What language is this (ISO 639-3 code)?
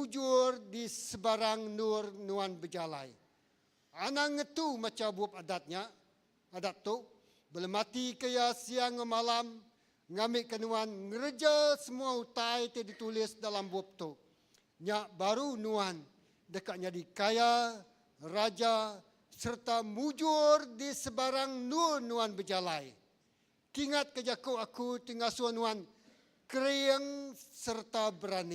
iba